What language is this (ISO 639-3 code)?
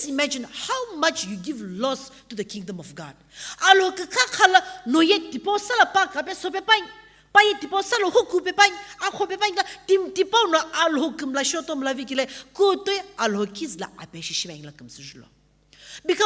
nsm